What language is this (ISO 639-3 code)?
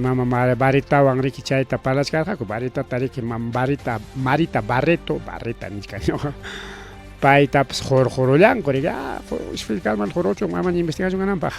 quy